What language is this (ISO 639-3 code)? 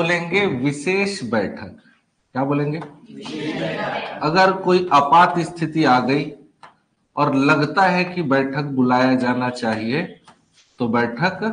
hin